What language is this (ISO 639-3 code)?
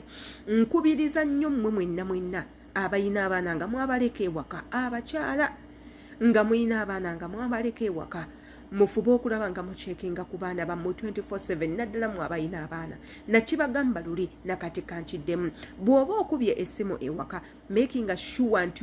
lug